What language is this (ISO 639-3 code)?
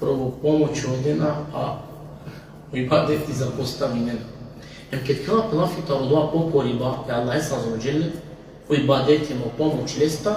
rmn